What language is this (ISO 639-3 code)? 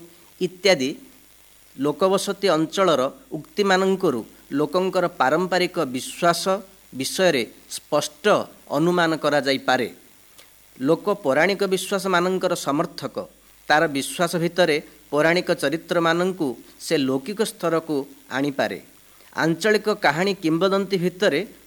ori